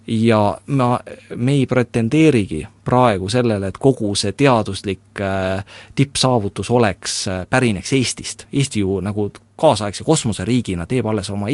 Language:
Estonian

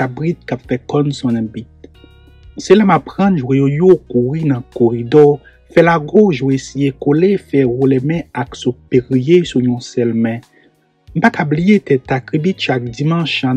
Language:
Haitian Creole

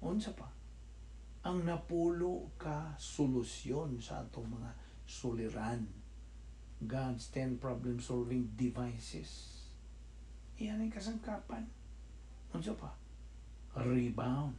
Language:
Cebuano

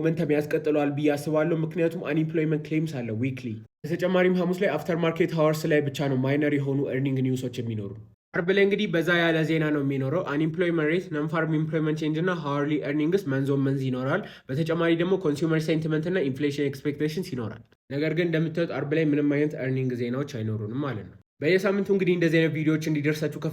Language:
Amharic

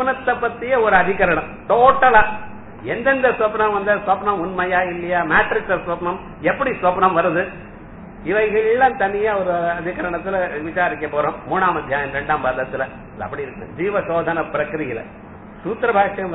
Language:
Tamil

